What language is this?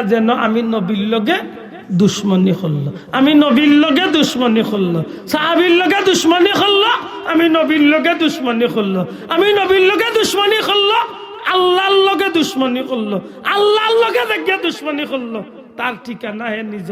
Sylheti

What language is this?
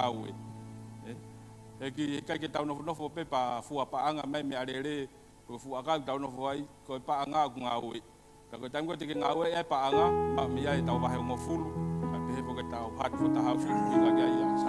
Tongan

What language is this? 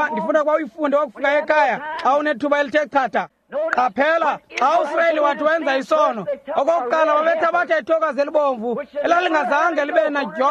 Xhosa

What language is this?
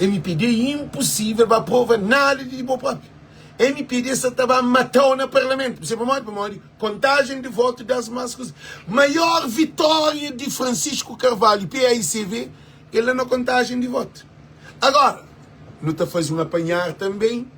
Kabuverdianu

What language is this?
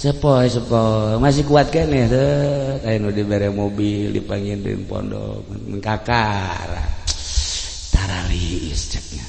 Sundanese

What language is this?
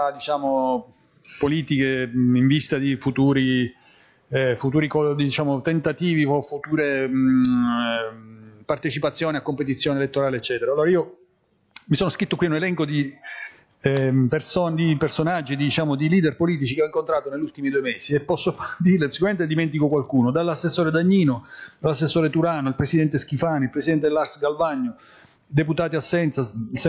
Italian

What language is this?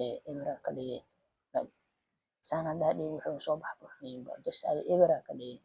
Somali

